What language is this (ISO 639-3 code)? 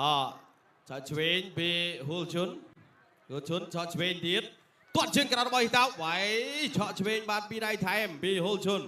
khm